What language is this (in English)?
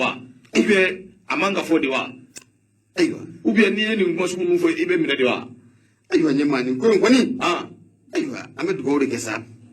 Bambara